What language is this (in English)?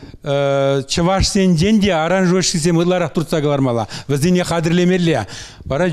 Chuvash